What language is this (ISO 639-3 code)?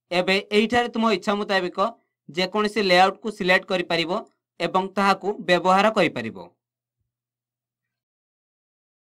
ori